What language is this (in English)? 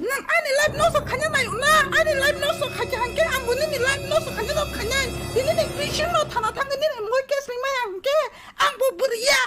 Kok Borok